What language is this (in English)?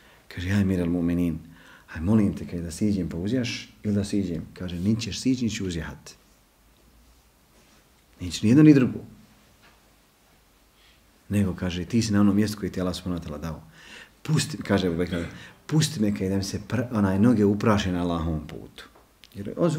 Bosnian